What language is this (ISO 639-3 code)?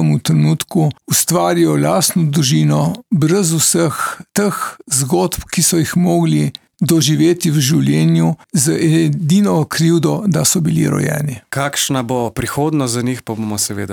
slv